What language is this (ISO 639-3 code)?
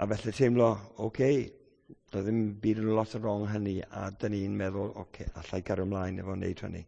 cym